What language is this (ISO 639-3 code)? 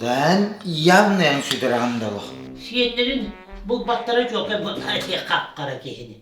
sah